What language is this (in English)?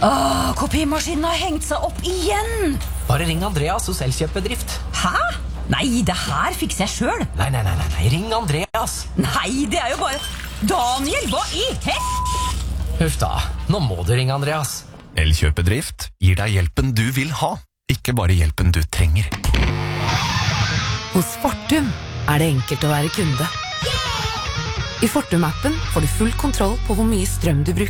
Norwegian